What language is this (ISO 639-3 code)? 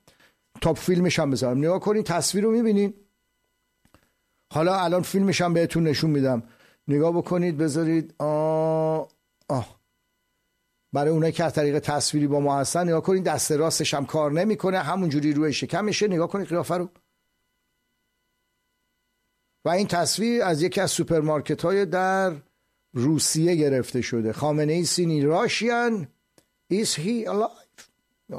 fas